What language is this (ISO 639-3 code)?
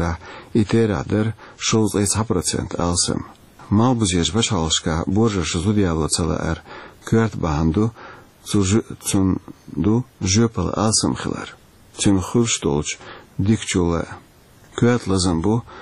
che